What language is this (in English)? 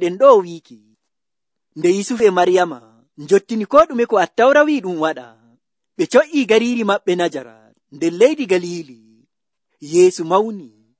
Nigerian Fulfulde